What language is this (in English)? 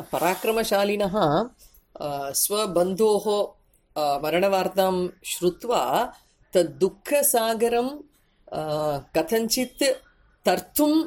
Sanskrit